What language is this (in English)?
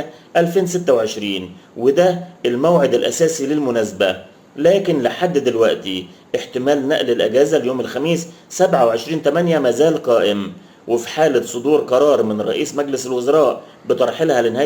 Egyptian Arabic